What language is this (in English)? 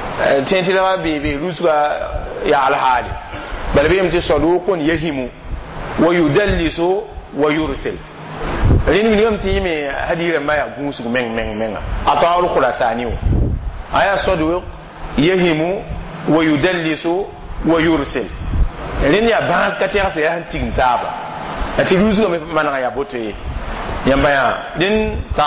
Mossi